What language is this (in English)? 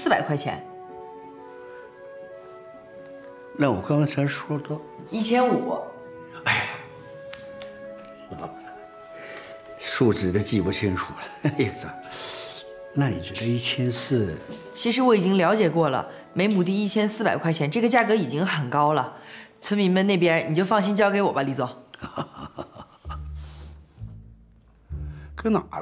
Chinese